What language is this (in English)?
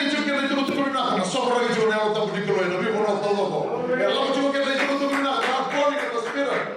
Fijian